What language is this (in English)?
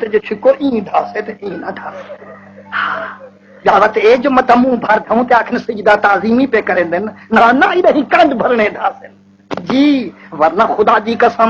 Saraiki